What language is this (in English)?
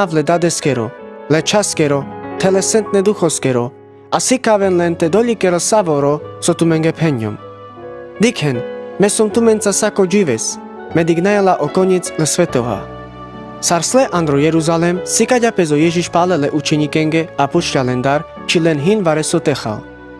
Carpathian Romani